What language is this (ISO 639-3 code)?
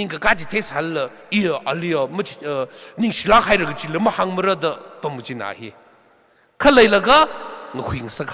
nmf